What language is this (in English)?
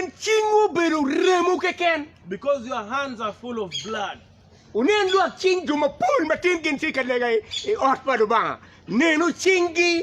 Acoli